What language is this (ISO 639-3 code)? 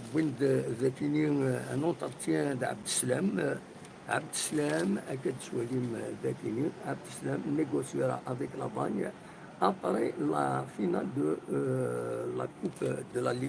kab